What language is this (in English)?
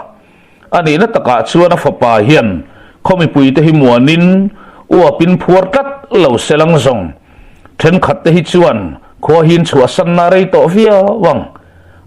Mizo